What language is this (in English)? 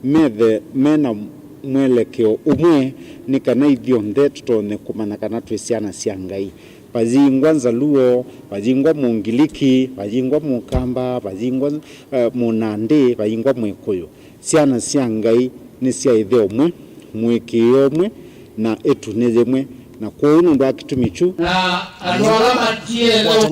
Kamba